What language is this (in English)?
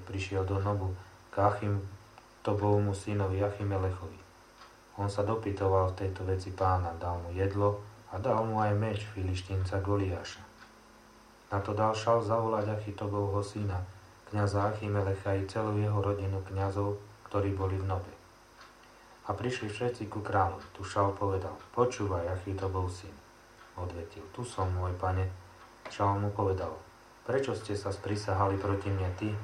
Slovak